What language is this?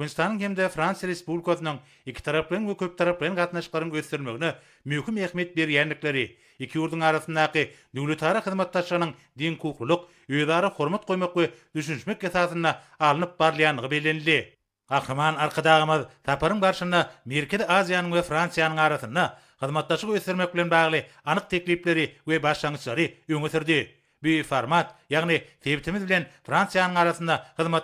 Turkmen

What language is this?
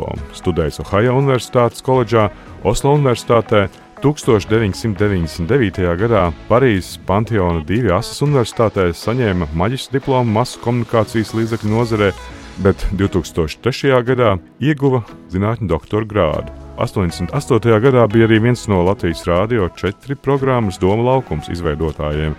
Latvian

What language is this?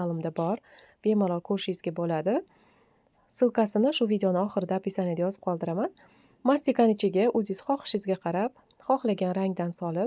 Uzbek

